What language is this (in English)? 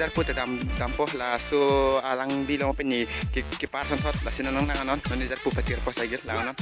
Karbi